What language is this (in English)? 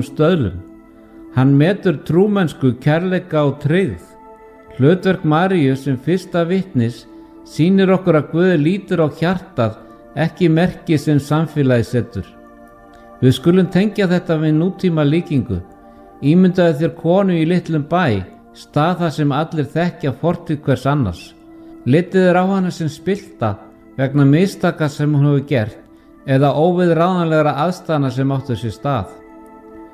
Icelandic